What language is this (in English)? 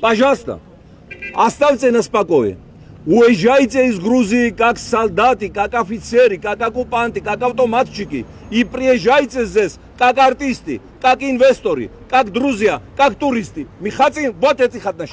Russian